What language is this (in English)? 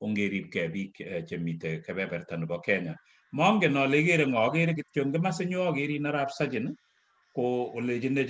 Kalenjin